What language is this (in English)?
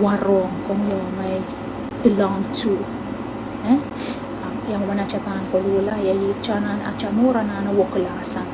Pohnpeian